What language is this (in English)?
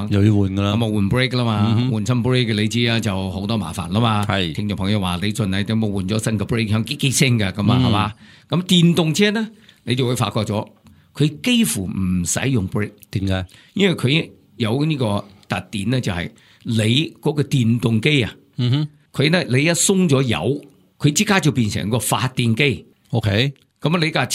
Cantonese